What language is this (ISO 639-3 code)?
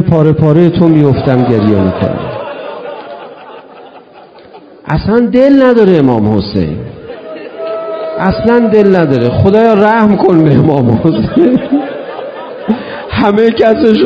fas